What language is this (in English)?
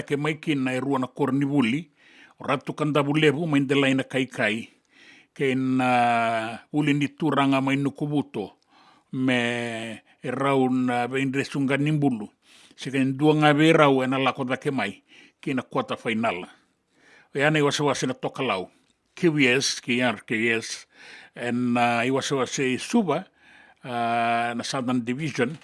Fijian